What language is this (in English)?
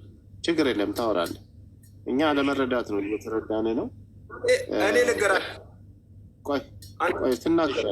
Amharic